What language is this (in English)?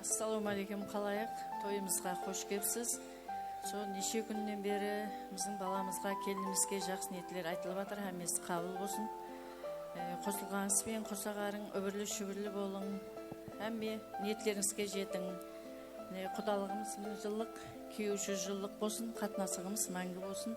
Kara-Kalpak